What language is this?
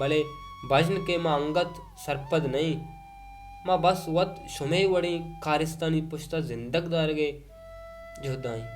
Baluchi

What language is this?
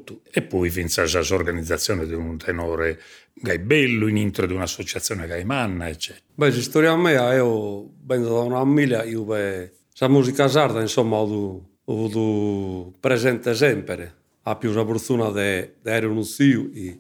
Sardinian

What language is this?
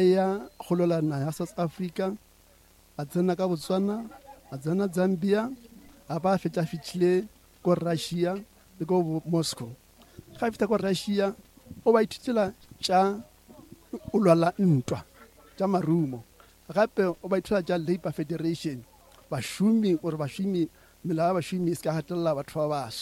Northern Sotho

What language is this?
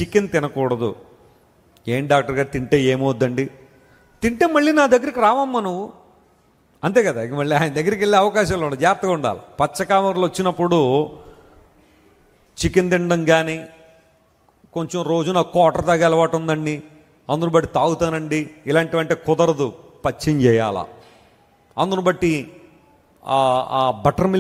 Telugu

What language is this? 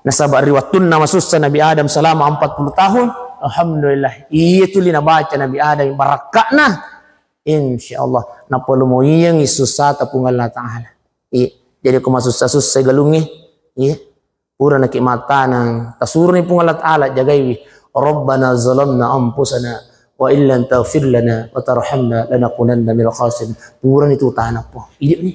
Buginese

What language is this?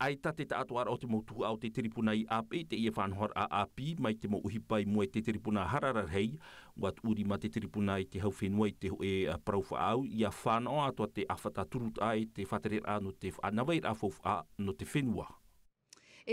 Tahitian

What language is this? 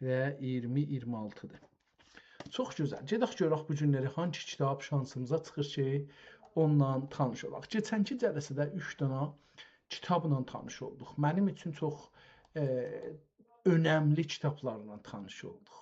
South Azerbaijani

